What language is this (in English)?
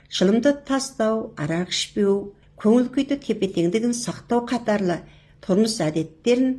Kazakh